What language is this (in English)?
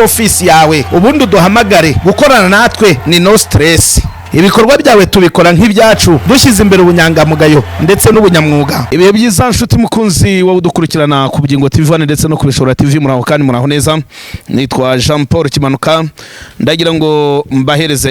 Kinyarwanda